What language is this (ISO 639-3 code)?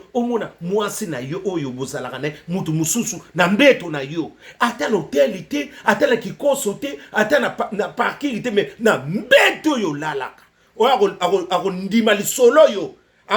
lin